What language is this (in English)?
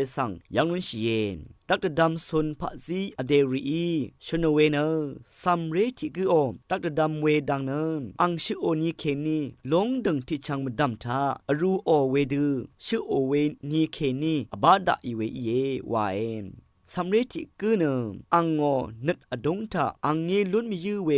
Rawang